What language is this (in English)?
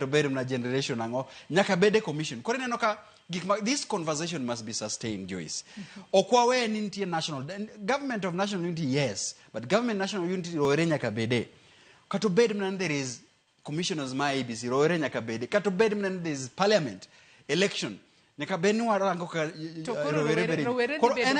Luo (Kenya and Tanzania)